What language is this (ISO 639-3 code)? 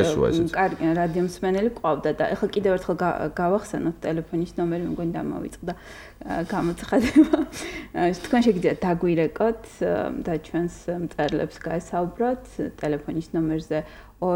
kat